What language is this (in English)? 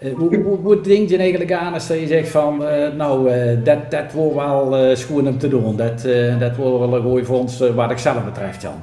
Limburgish